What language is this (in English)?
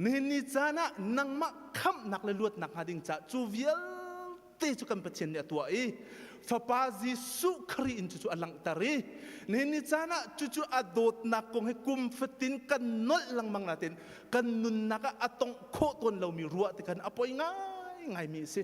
Hakha Chin